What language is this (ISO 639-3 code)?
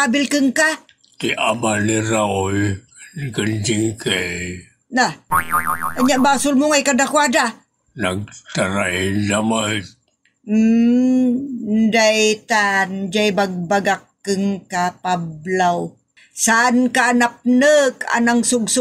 ilo